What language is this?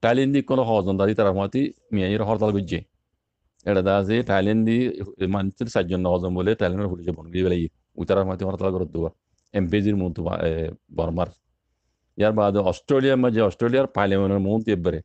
Rohingya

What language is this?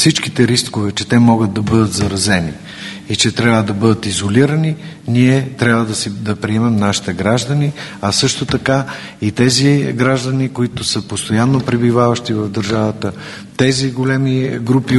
Bulgarian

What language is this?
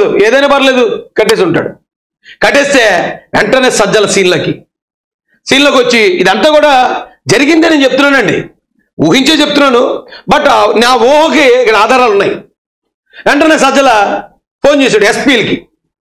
Telugu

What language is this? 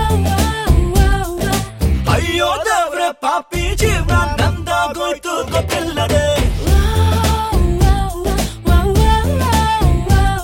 Kannada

